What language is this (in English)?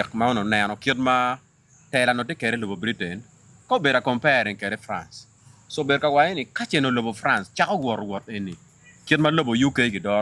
Acoli